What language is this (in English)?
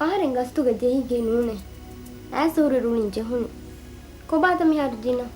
Divehi